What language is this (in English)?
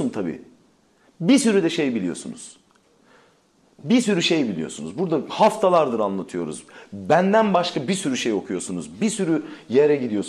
Turkish